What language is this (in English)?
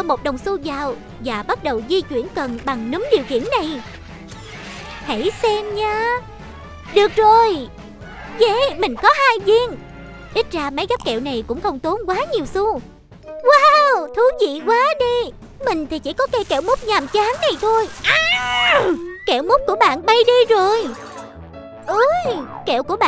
Vietnamese